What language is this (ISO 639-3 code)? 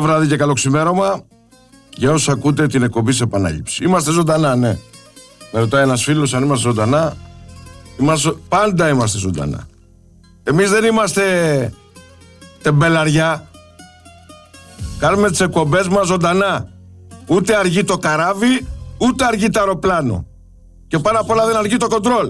ell